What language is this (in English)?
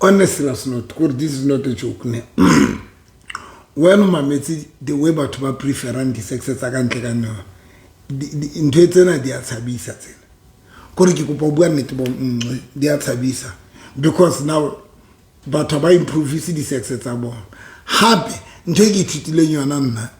Southern Sotho